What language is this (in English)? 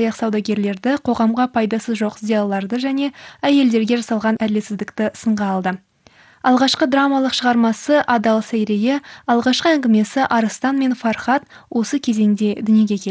Kazakh